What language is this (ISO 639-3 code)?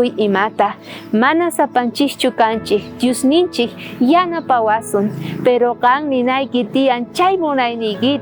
quh